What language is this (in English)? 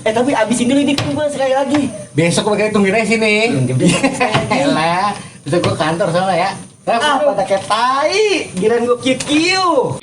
Betawi